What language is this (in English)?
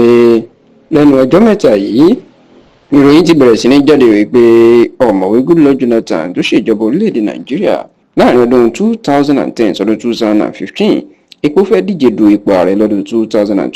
Yoruba